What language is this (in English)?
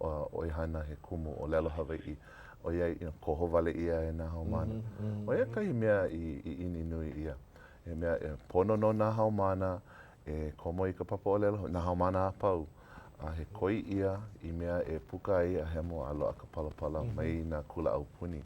Hawaiian